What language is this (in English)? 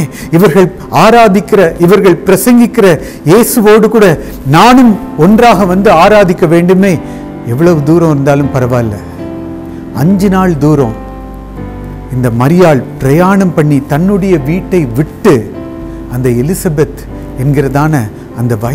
Tamil